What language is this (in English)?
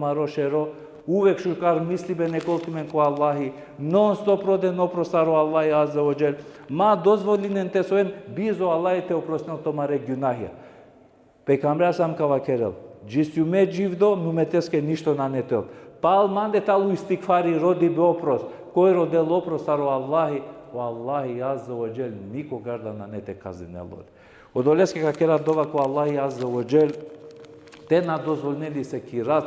Balkan Romani